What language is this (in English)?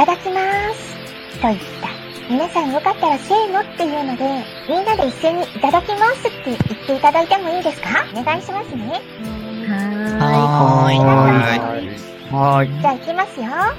Japanese